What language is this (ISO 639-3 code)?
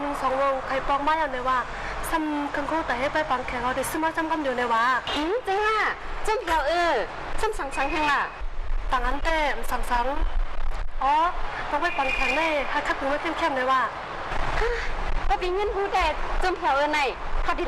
shn